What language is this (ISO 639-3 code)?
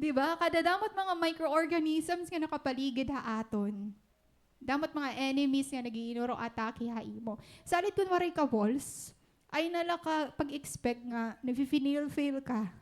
war